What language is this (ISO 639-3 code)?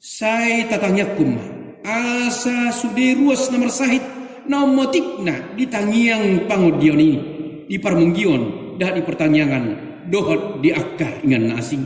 bbc